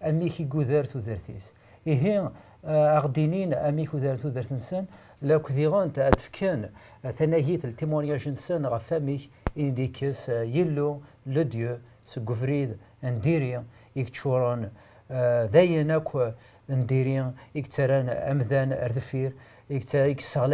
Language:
Kabyle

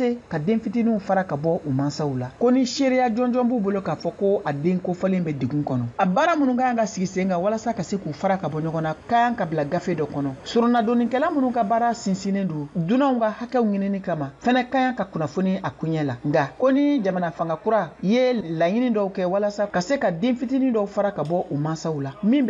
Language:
Bambara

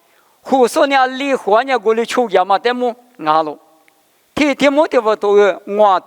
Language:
Lisu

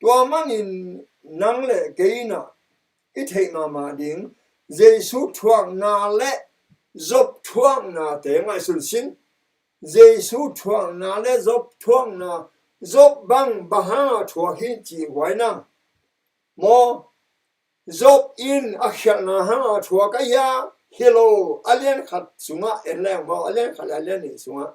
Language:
Tedim Chin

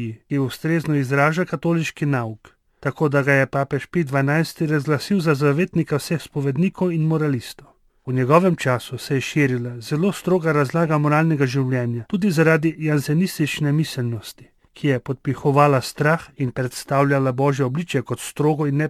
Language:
Slovenian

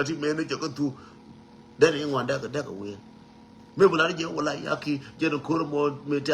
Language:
Nuer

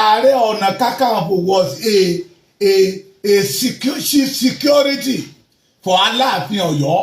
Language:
Yoruba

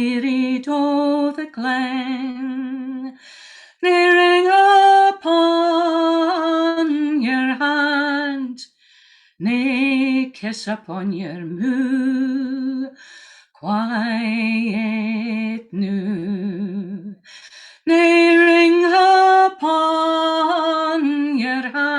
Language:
Scots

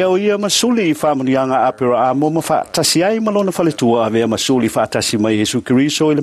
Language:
Samoan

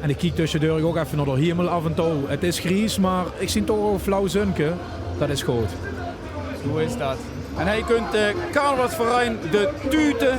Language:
Limburgish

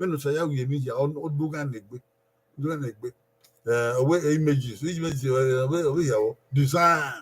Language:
Bini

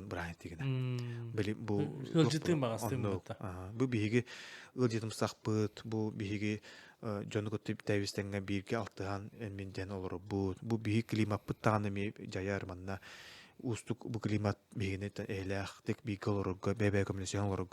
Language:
Yakut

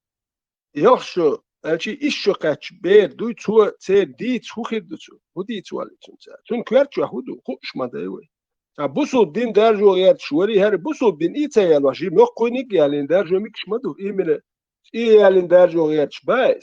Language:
Chechen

